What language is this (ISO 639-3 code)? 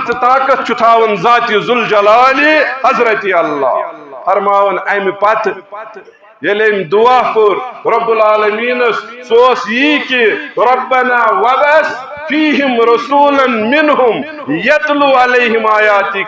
kas